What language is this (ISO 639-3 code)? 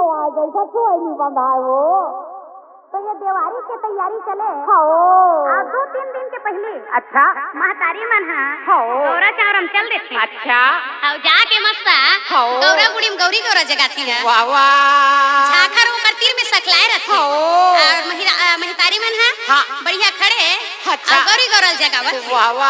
hne